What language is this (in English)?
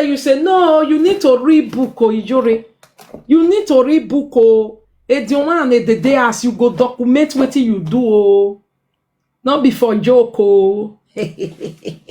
Nigerian Pidgin